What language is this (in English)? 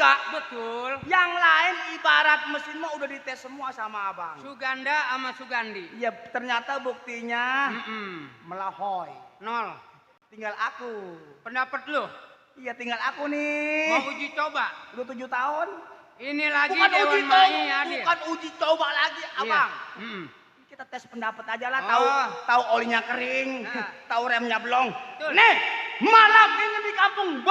Betawi